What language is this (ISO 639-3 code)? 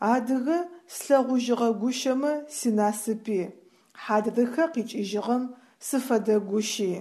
ady